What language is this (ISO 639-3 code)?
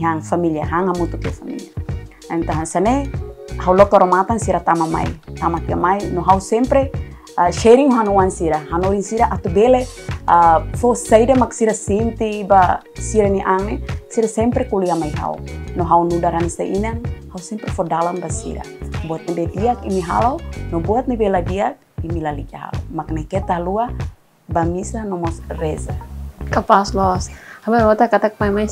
tet